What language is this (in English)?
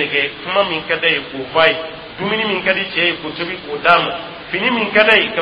Dyula